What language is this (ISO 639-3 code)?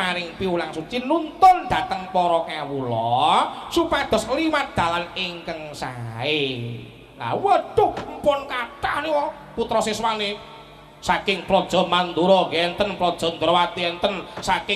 jav